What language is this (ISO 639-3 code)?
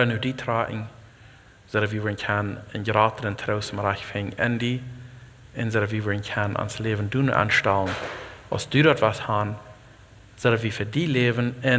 pdt